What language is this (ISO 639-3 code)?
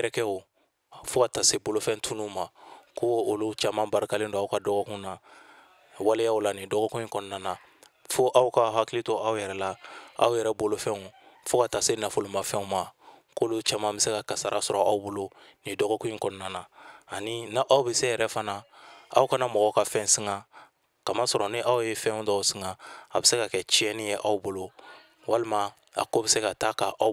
bam